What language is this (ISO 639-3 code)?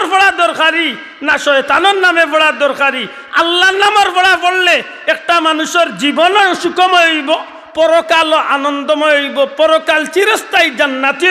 syl